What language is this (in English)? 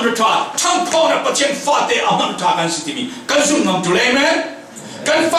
Falam Chin